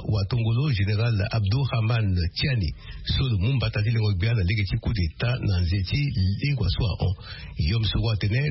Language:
Sango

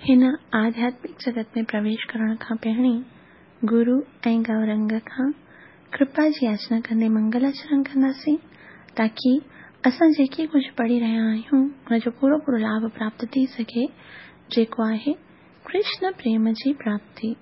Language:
Sindhi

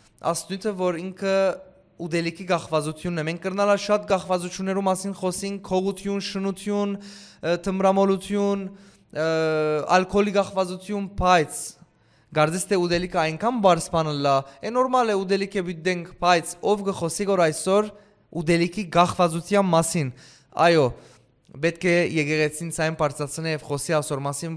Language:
Western Armenian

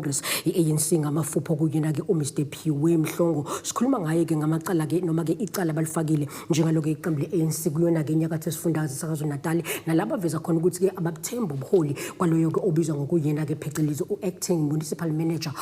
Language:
Zulu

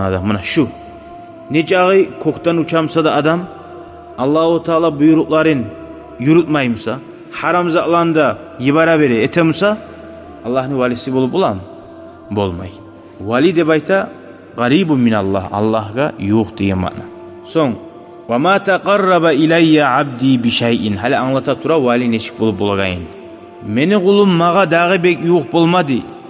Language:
Kumyk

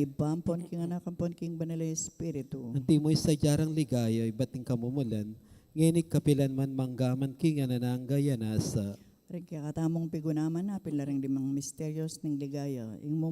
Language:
Pampanga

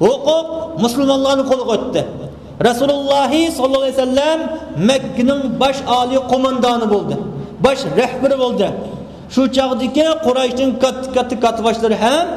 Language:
Uyghur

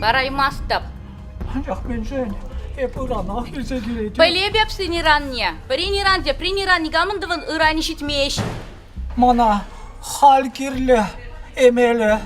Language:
Chuvash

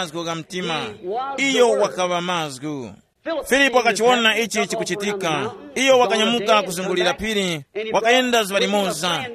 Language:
Tumbuka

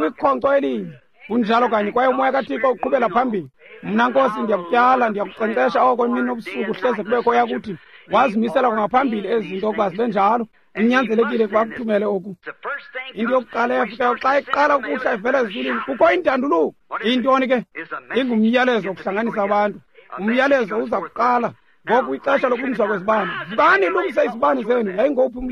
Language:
Xhosa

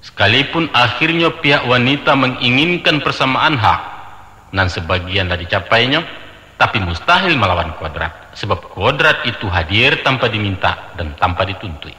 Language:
Minangkabau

